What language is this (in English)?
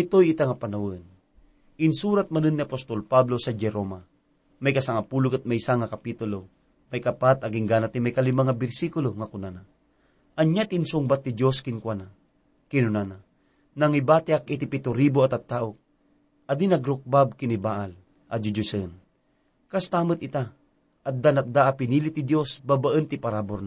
Iloko